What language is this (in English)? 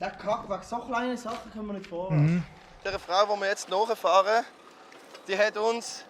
Swiss German